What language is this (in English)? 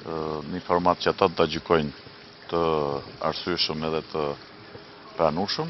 Albanian